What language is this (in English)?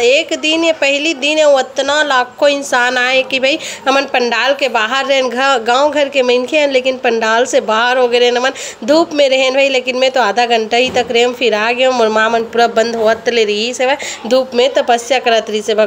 Chhattisgarhi